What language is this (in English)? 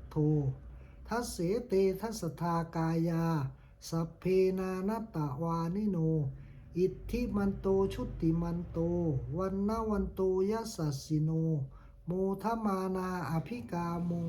Pali